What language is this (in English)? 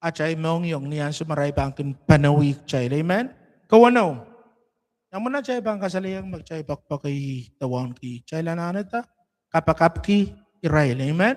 Pohnpeian